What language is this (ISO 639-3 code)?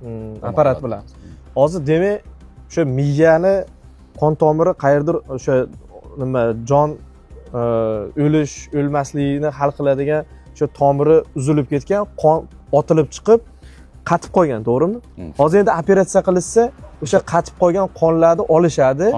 uzb